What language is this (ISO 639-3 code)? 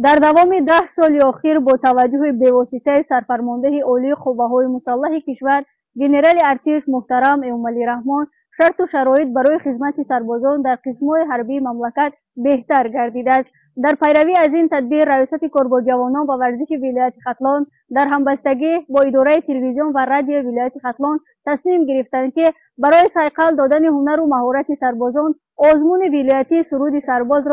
tgk